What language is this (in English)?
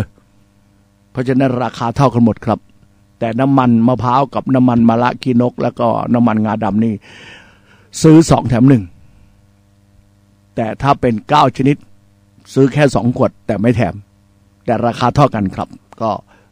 Thai